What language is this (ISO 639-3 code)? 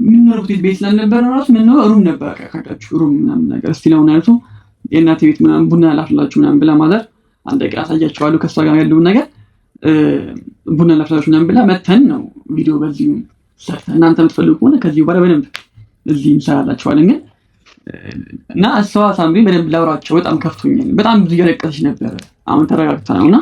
amh